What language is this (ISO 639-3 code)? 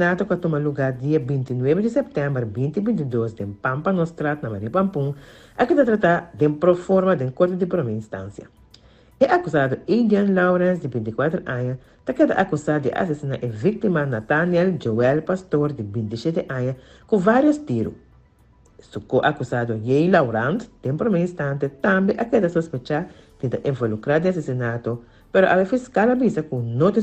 pap